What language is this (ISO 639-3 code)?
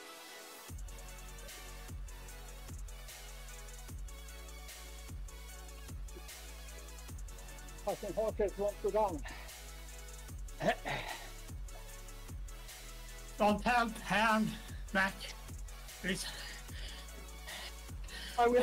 eng